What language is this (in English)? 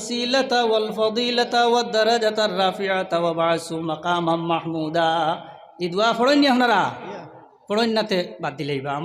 Sylheti